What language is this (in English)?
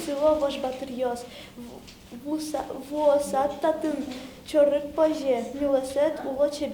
Udmurt